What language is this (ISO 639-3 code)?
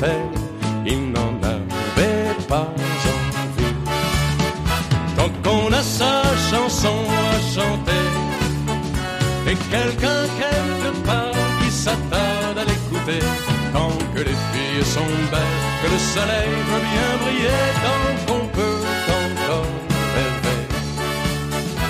fra